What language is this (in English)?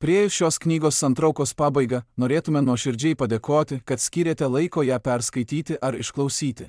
Lithuanian